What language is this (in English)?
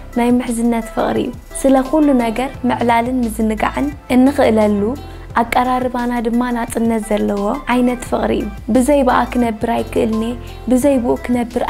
Tigrinya